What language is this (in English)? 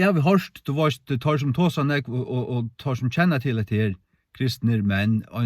Faroese